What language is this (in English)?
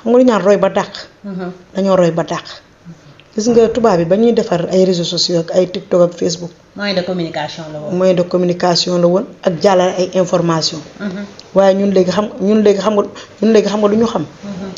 Wolof